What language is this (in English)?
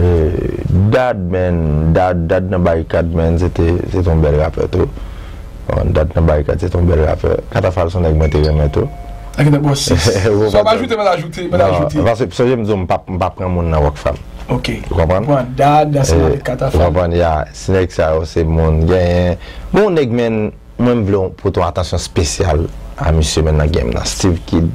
Haitian Creole